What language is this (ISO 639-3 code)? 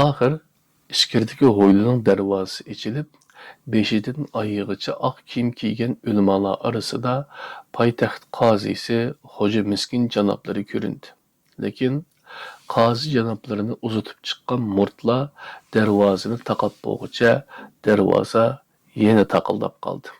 uig